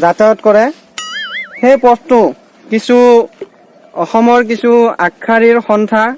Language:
Assamese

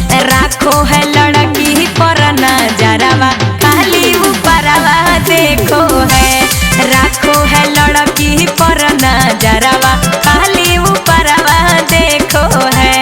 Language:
Magahi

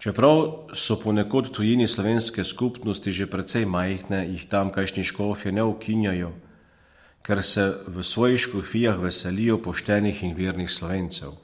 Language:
Slovenian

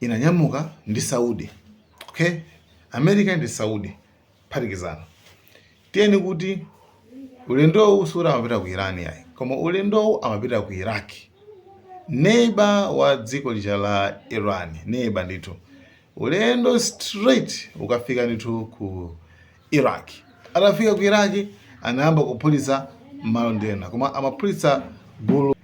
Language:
Nyanja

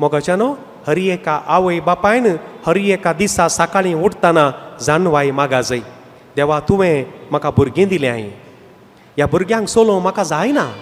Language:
Konkani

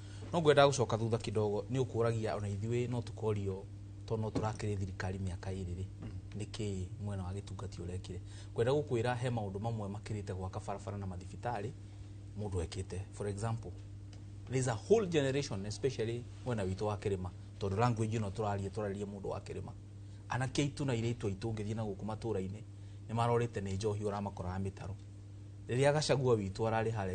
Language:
Kikuyu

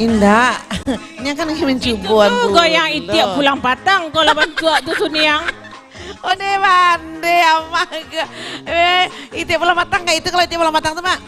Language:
Minangkabau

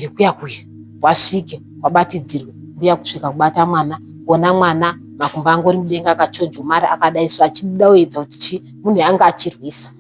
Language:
Shona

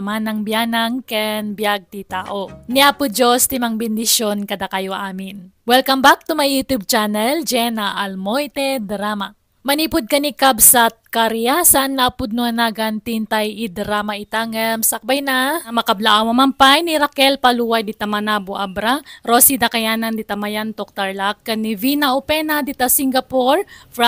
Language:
Iloko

